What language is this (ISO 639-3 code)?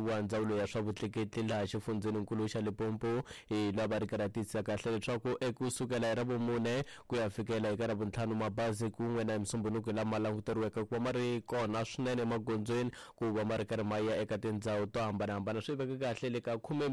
tso